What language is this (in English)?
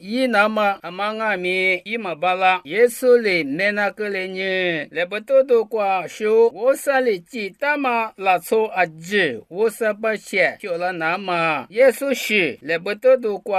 Lisu